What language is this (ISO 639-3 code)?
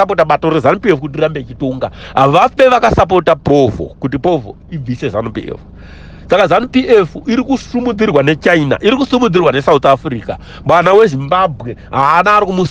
sna